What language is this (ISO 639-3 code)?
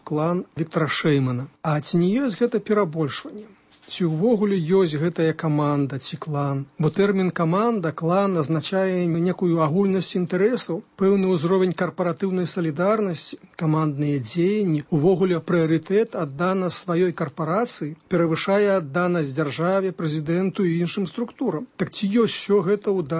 bel